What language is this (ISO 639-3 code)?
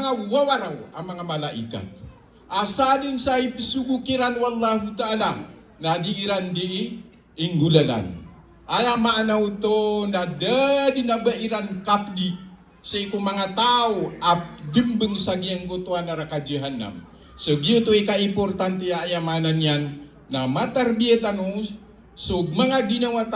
mrw